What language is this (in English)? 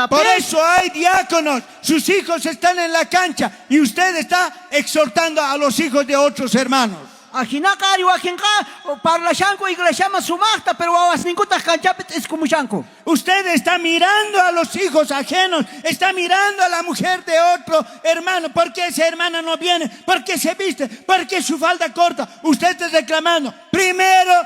South Bolivian Quechua